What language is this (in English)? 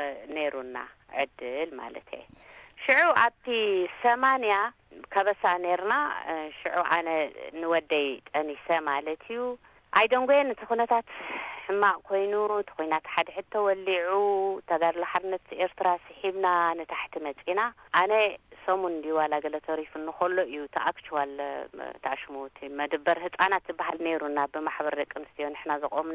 Tigrinya